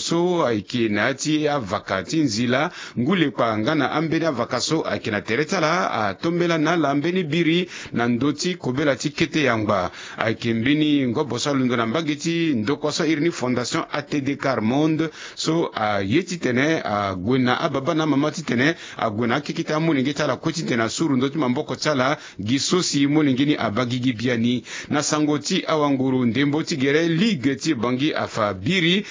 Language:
Sango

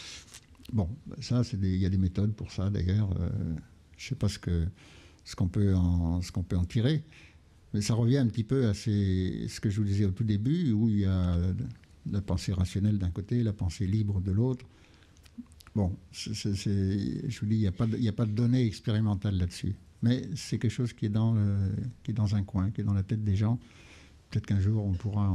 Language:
French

